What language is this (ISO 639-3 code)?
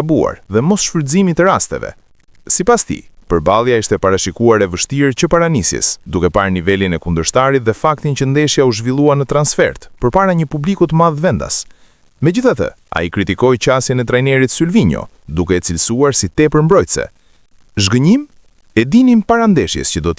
sqi